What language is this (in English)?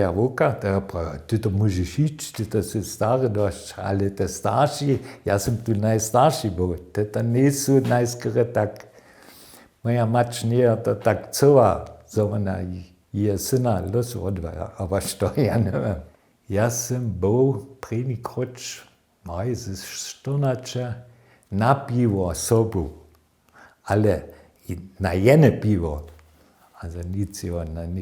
Upper Sorbian